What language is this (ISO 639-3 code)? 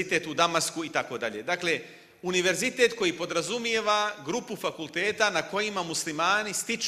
bos